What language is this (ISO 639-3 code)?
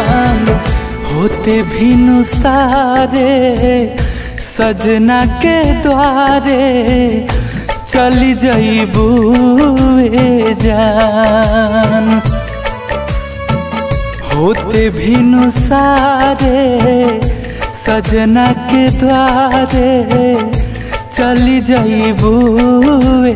bho